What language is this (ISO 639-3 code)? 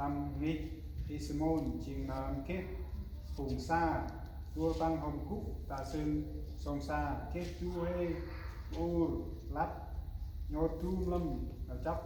cmo